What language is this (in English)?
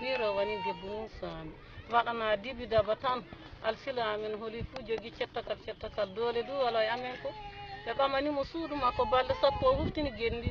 Fula